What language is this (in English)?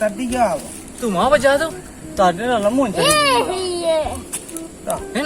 Minangkabau